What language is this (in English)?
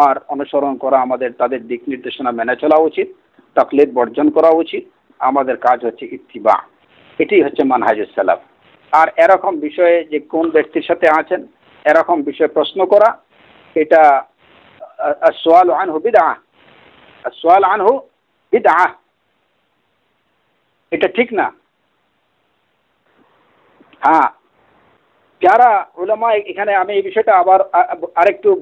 Bangla